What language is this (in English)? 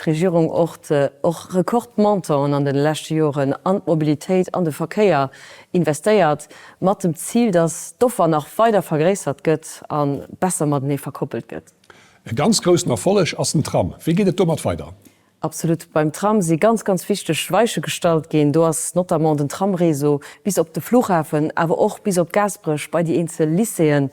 Luxembourgish